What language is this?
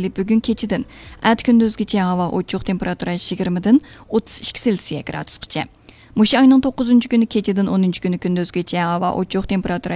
Uyghur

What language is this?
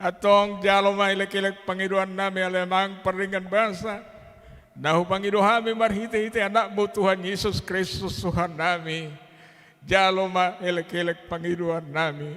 Batak Toba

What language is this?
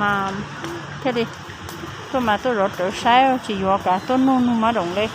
Hmong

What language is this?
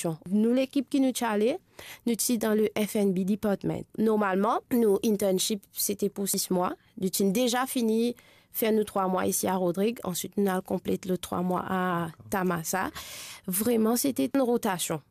Morisyen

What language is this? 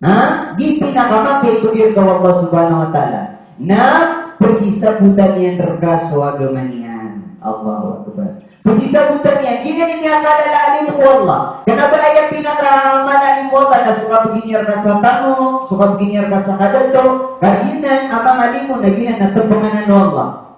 Maranao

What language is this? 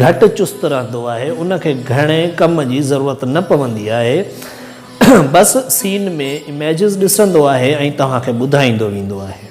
Sindhi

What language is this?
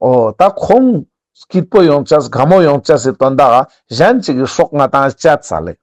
Ladakhi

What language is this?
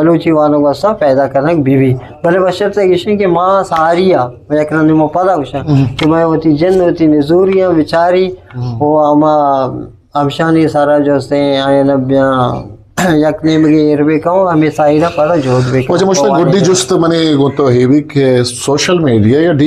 Eastern Balochi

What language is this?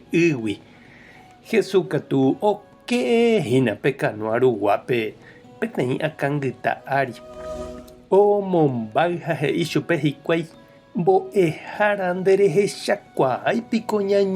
Guarani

